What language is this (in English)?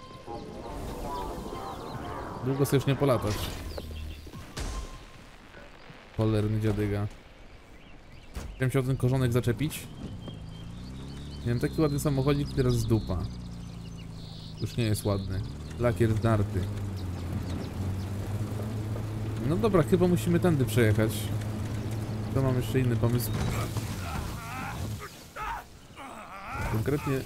Polish